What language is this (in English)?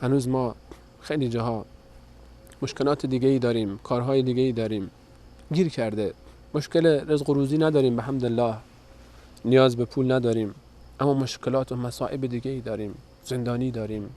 Persian